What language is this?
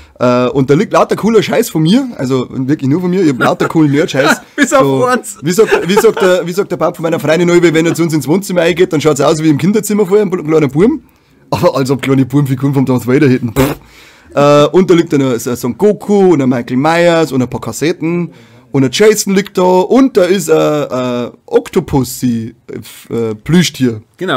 Bavarian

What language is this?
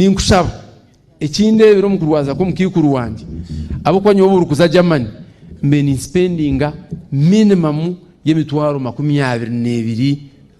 Nyankole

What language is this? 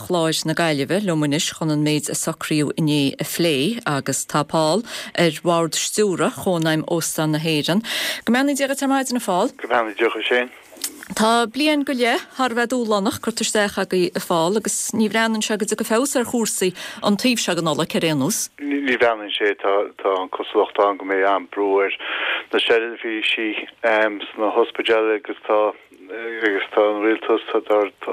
Irish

